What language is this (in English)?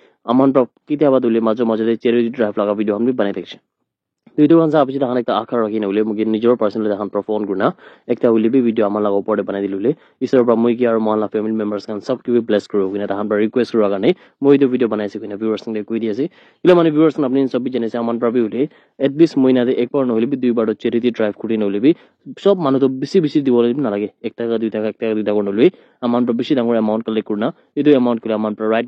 Naga Pidgin